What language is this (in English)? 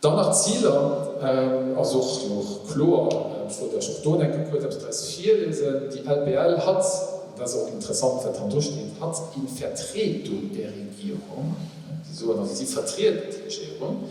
Luxembourgish